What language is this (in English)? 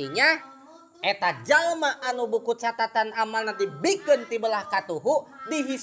Sundanese